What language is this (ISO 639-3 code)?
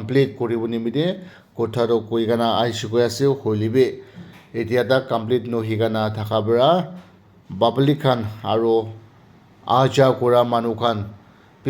nag